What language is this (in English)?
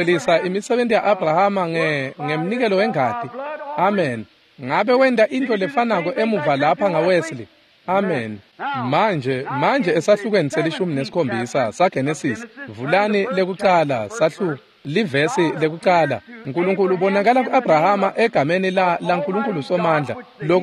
Swati